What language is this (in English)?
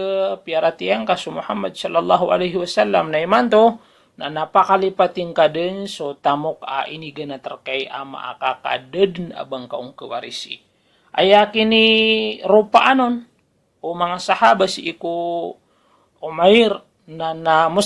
Maranao